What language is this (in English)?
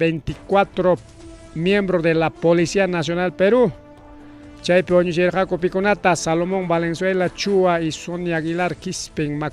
Ayacucho Quechua